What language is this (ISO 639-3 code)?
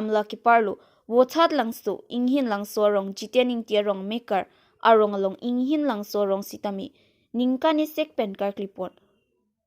mjw